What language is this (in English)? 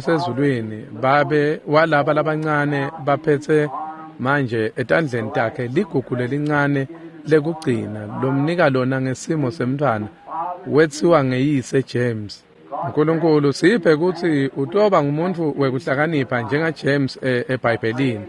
Swati